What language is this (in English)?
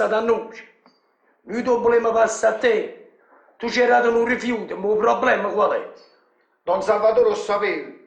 Neapolitan